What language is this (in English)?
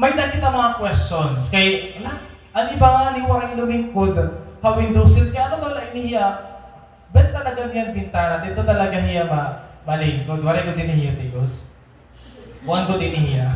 Waray